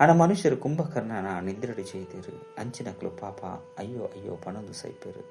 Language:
Tulu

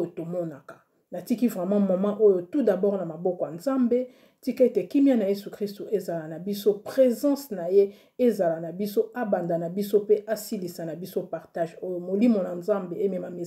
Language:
Lingala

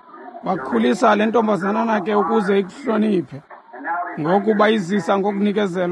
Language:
Xhosa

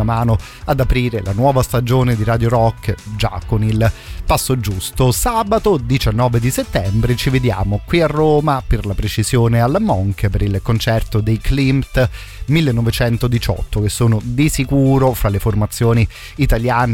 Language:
Italian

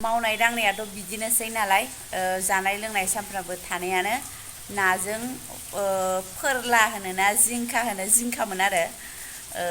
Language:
Bodo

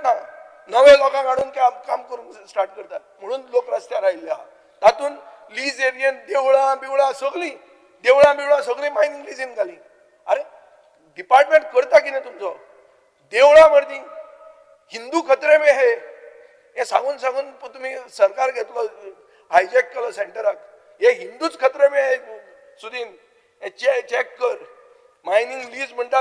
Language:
Konkani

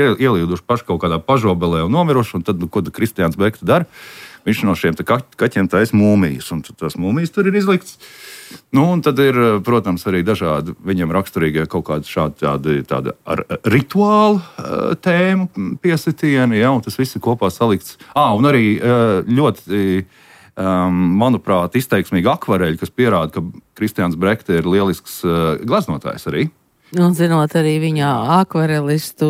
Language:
Latvian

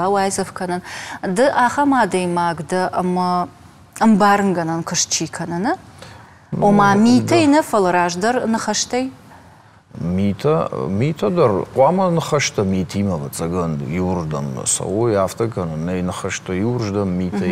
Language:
Ossetic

